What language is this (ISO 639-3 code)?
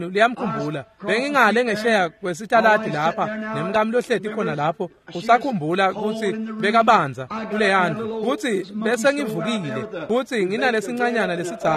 ssw